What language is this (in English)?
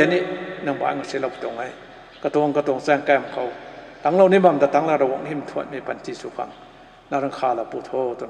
Rongmei Naga